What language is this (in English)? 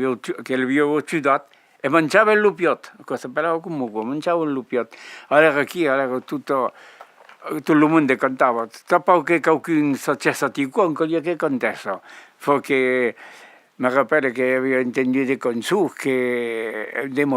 Occitan